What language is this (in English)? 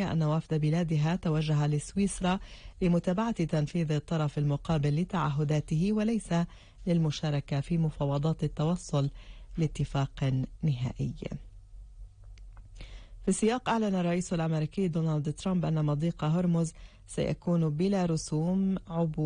Arabic